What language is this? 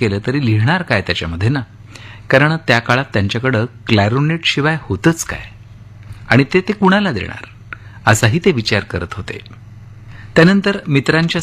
Marathi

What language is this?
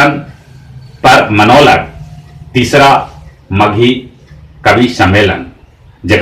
Magahi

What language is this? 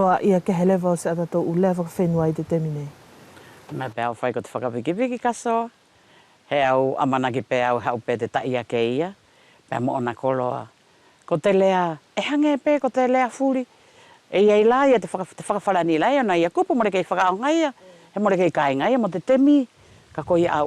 Wallisian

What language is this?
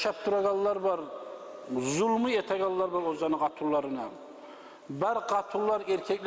Kumyk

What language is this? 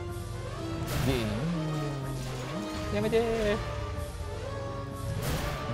Japanese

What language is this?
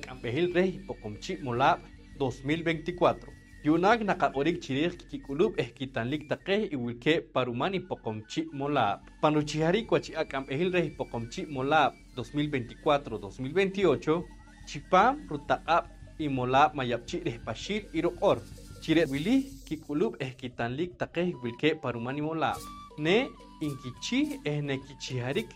Poqomchi'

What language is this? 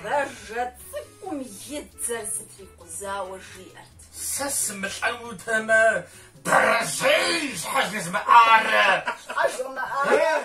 Kabardian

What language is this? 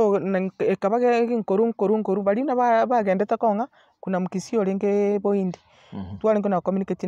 Gusii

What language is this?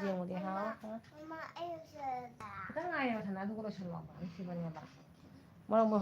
Manipuri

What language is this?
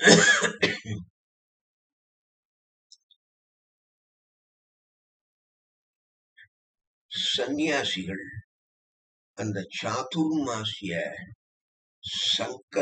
Tamil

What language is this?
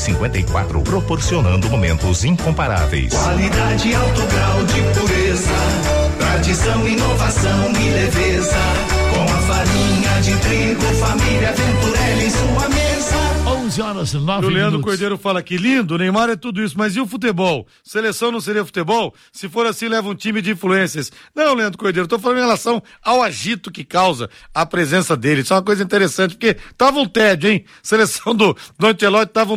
Portuguese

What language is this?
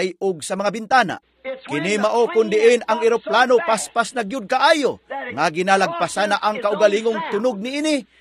Cebuano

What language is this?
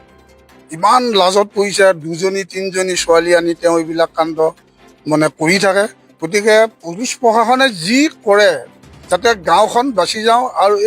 Assamese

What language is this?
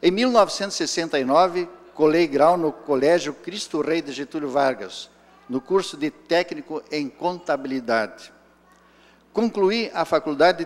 Portuguese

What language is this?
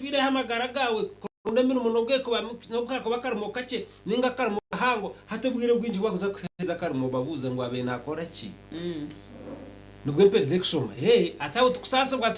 Nyankole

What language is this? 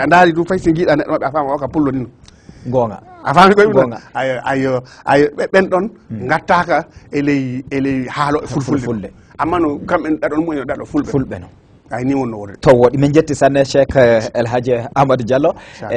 Fula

